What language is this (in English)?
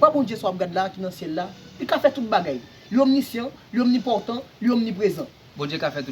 Haitian Creole